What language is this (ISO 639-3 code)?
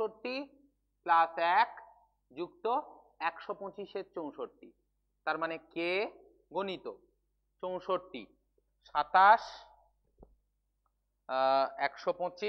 ben